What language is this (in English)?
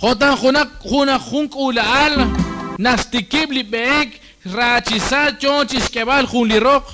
Kekchí